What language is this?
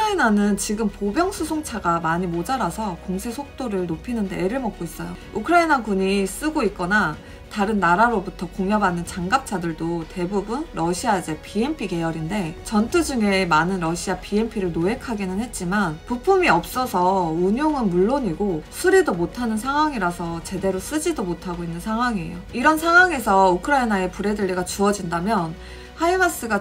Korean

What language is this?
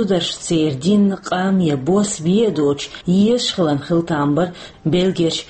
Chechen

